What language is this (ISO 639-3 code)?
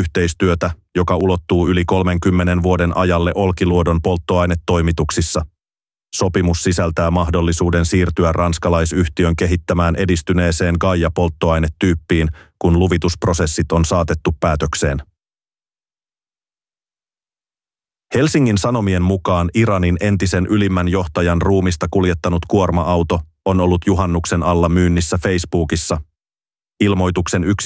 fin